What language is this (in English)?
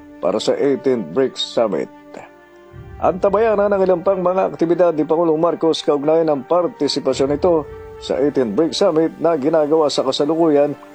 Filipino